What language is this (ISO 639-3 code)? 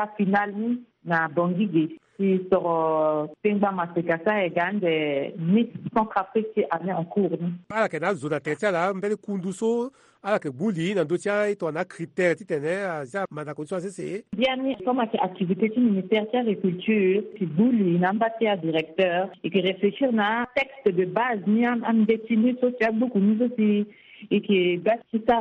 sag